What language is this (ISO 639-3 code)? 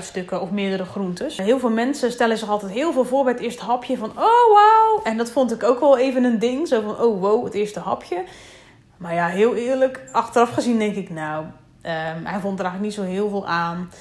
nld